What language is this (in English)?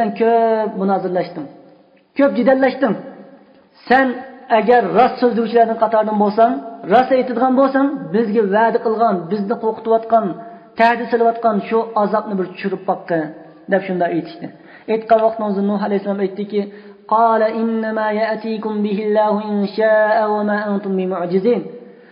Uyghur